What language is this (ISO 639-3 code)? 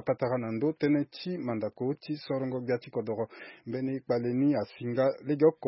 sag